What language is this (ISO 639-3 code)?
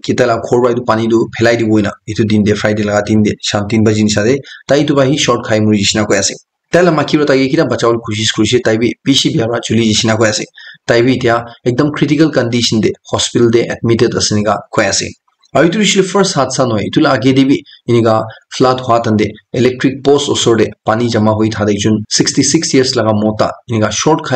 nag